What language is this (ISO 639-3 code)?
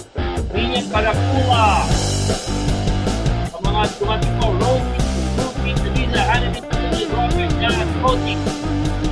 fil